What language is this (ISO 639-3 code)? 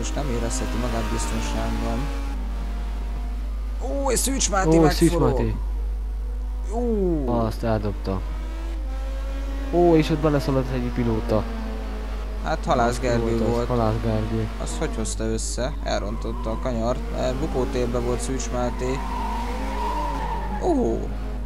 hun